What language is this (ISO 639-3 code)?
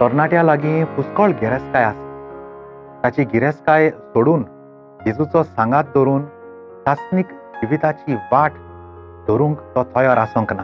kok